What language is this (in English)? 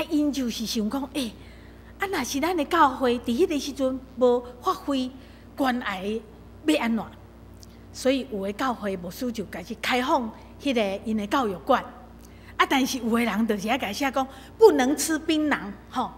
Min Nan Chinese